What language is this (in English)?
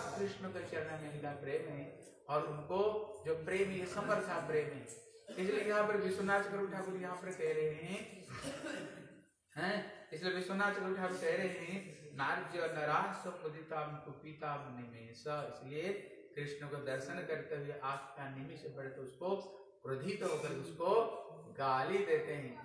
Hindi